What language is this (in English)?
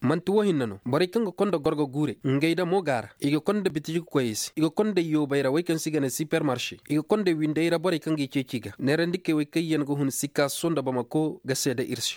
Zarma